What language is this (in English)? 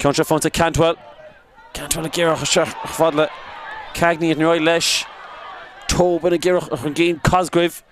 Irish